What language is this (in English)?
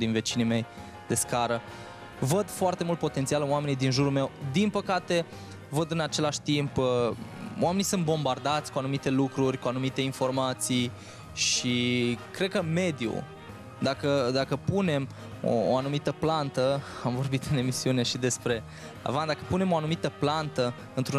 Romanian